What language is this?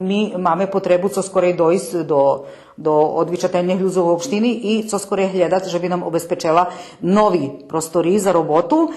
Rusyn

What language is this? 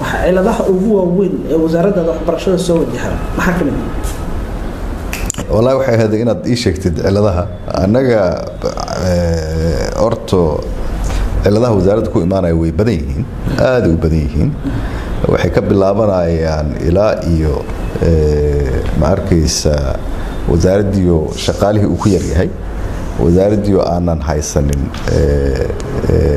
Somali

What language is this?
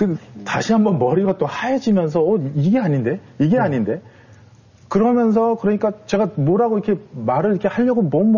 Korean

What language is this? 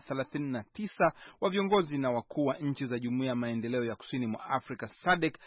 Swahili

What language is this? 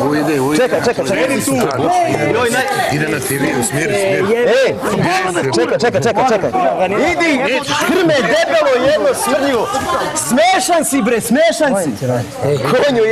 Serbian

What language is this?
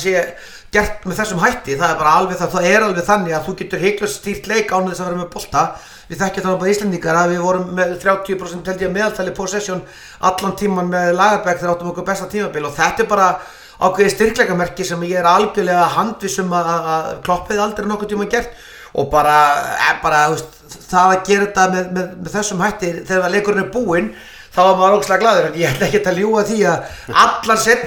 Icelandic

